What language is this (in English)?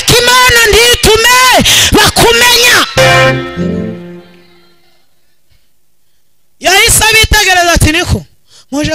Kinyarwanda